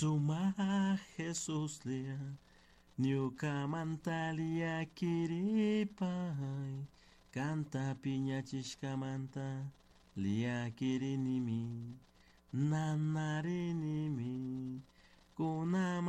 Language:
Chimborazo Highland Quichua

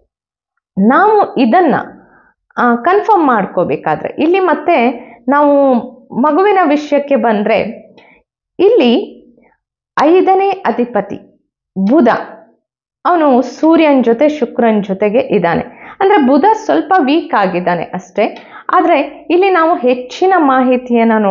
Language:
Kannada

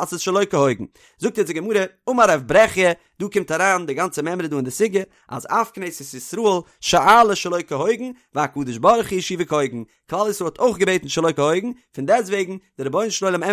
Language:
Yiddish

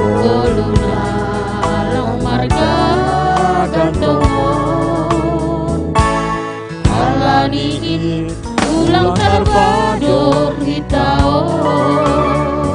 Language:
Batak Simalungun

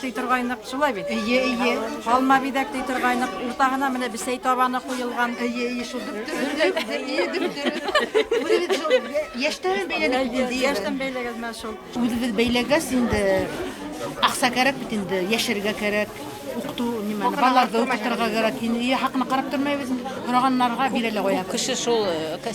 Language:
Bashkir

